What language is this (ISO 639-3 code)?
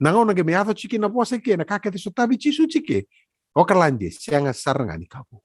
fij